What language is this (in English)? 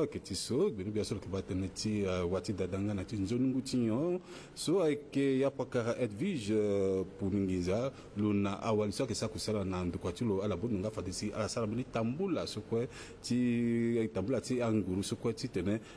Sango